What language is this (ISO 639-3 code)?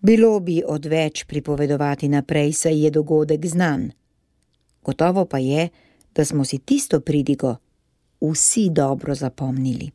slv